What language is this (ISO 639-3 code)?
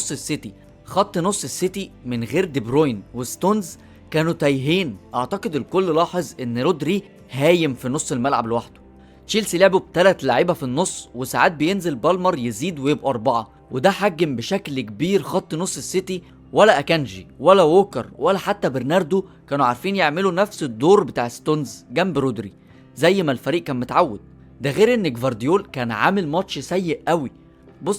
arz